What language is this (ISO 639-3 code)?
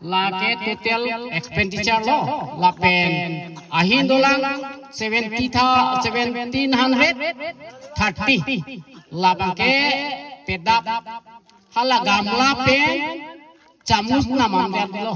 mjw